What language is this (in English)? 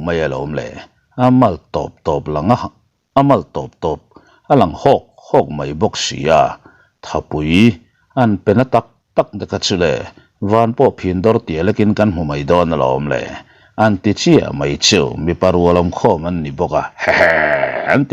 Mizo